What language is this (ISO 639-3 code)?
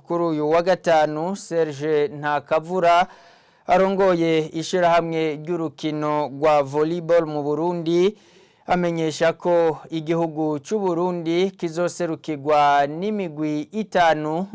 run